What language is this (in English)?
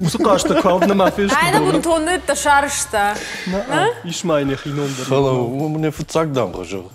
Ossetic